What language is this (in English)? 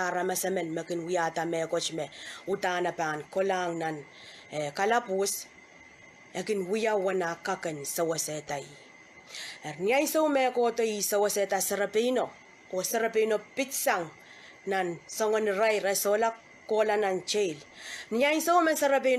Pohnpeian